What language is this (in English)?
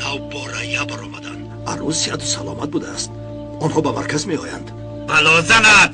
Tajik